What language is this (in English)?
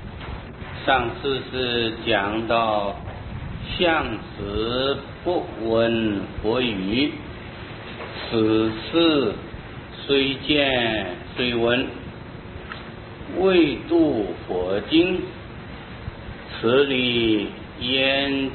Chinese